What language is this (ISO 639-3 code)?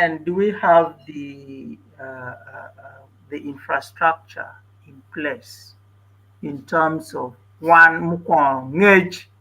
ach